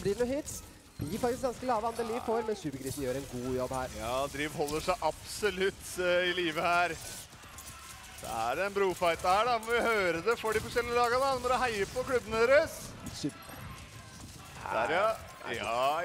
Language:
Norwegian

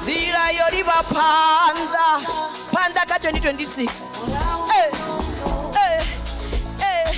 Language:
Venda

